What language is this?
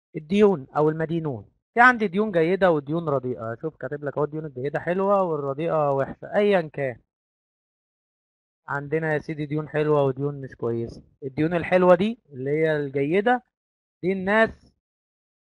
Egyptian Arabic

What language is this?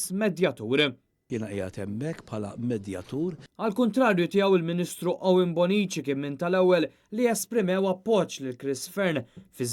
Maltese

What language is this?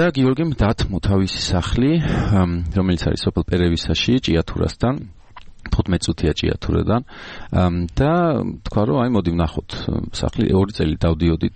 Georgian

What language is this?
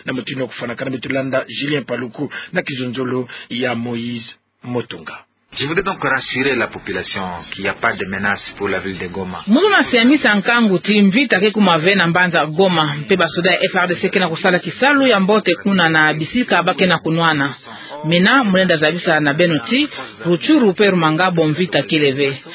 Kituba (Democratic Republic of Congo)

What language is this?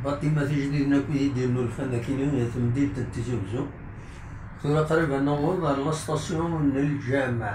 Kabyle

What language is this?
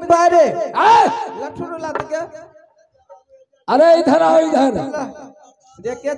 Hindi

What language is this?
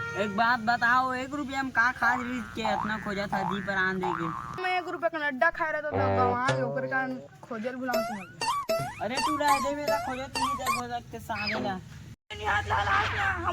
Chhattisgarhi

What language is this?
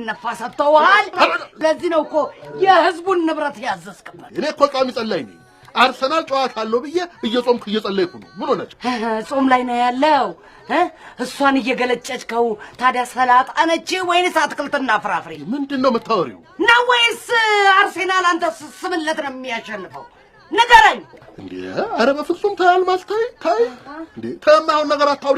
Amharic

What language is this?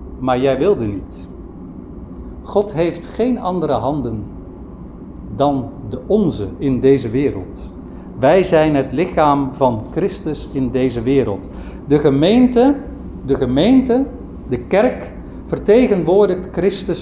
Dutch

